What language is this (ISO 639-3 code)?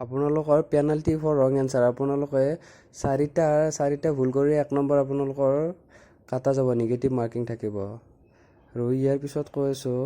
asm